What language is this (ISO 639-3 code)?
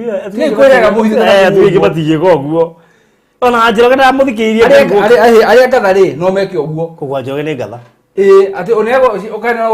kik